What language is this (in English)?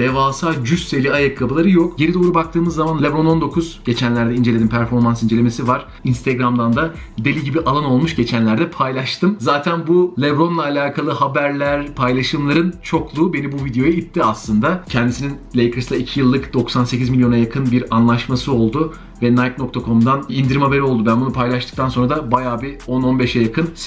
Turkish